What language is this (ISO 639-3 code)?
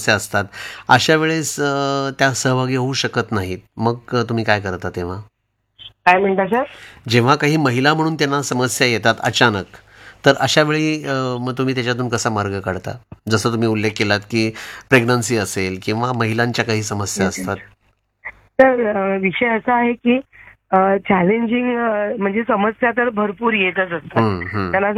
mar